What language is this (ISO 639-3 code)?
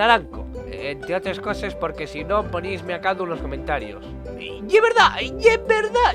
ast